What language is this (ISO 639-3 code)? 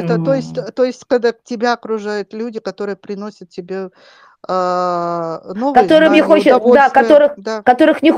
rus